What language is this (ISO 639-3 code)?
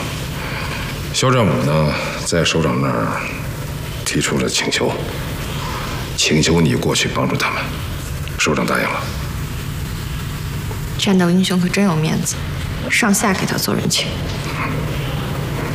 zho